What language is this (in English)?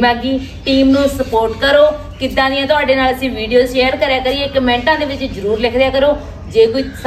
Punjabi